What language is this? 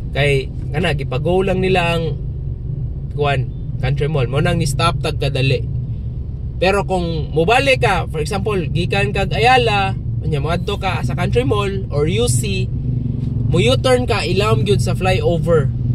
Cebuano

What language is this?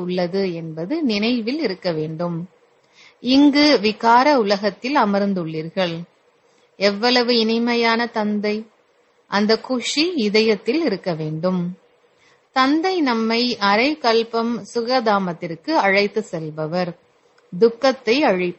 Tamil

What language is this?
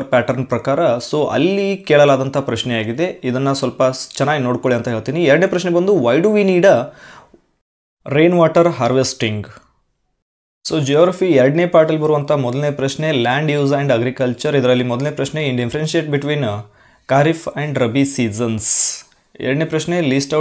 Kannada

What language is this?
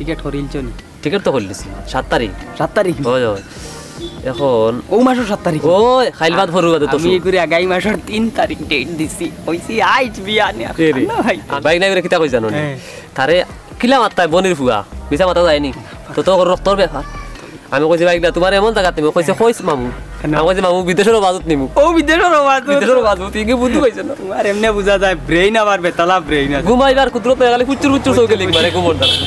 Sylheti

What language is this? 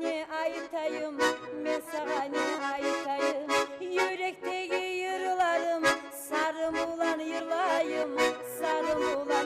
Kumyk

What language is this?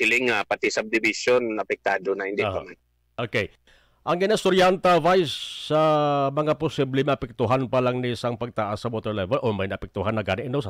Hiligaynon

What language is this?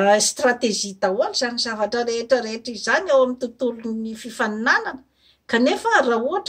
Malagasy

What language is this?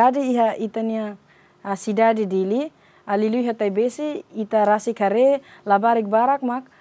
Tetum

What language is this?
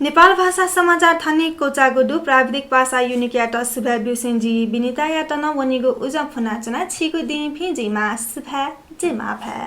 Newari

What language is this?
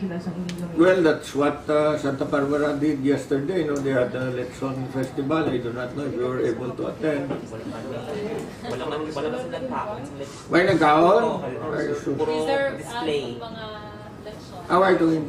Hiligaynon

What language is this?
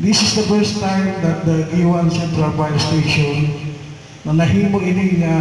Waray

